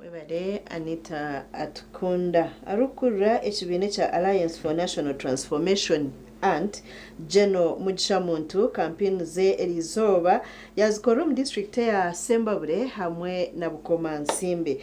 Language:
Nyankole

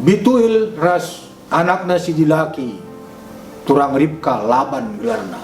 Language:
Batak Karo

